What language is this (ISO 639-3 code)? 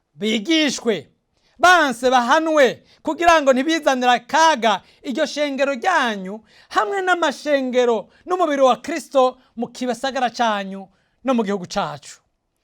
run